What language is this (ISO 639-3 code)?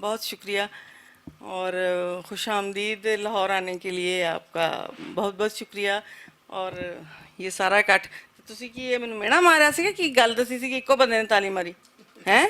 lah